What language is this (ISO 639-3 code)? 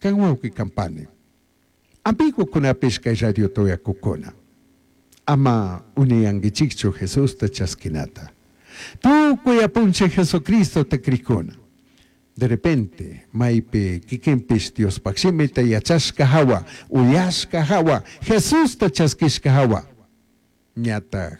qug